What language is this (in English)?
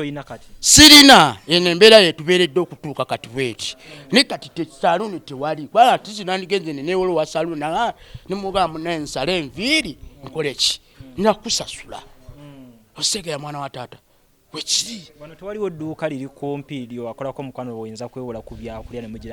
Ganda